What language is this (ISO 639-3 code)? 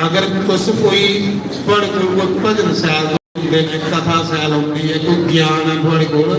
doi